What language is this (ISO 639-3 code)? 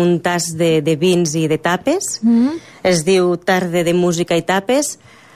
cat